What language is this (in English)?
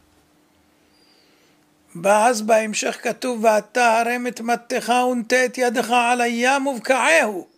Hebrew